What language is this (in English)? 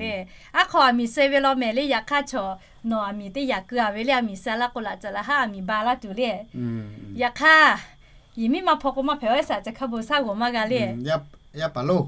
Lahu